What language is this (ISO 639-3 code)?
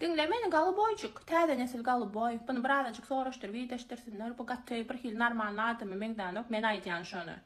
tuk